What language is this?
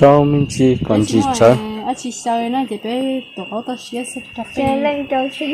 Hmong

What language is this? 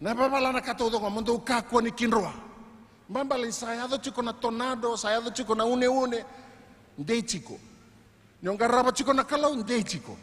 Fijian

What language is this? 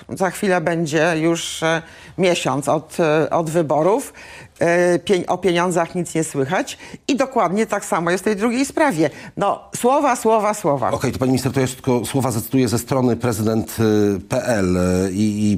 Polish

